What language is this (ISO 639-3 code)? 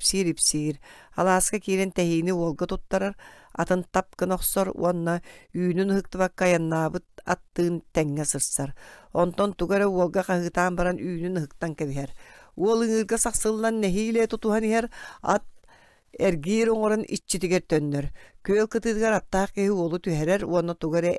sah